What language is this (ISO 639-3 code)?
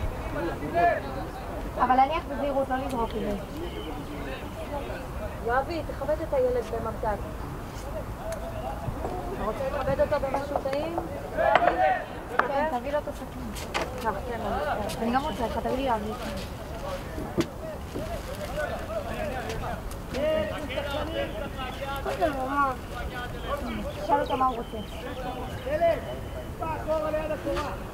heb